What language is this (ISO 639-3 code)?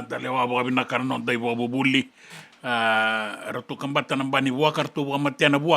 fij